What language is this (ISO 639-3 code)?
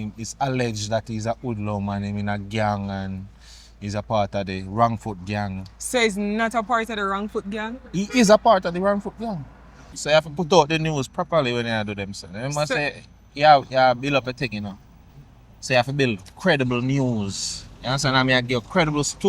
jam